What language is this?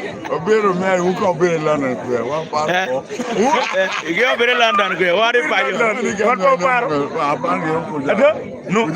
Acoli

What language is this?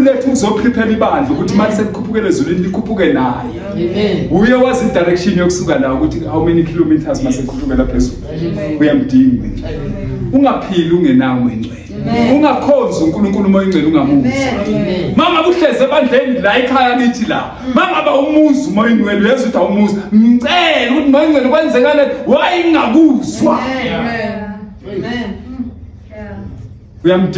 Zulu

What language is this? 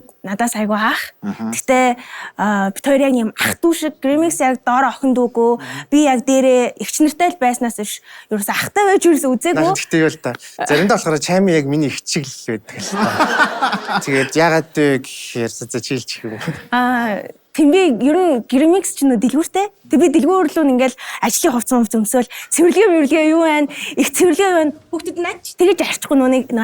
Mongolian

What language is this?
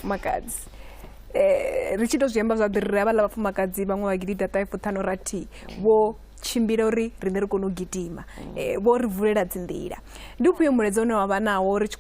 Venda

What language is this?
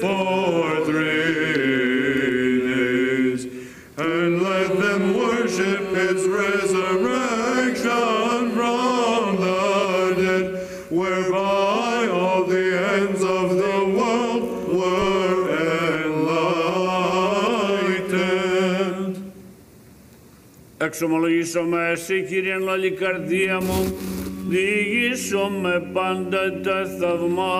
Greek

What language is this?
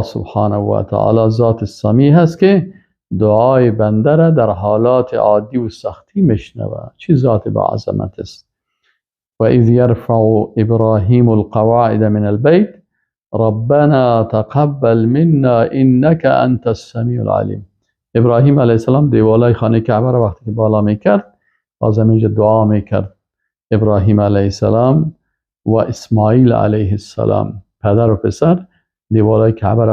Persian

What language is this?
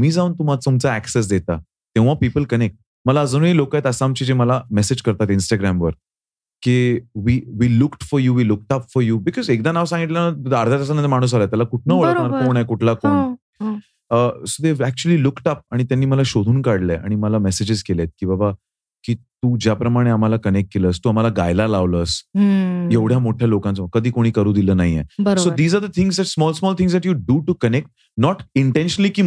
Marathi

